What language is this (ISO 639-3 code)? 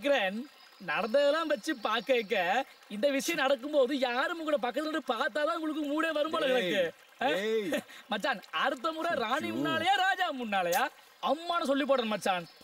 tam